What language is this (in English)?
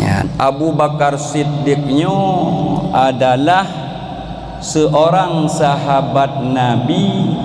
Achinese